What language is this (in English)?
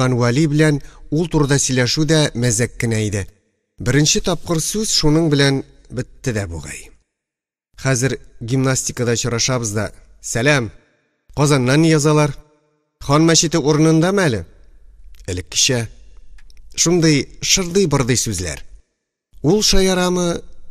Tatar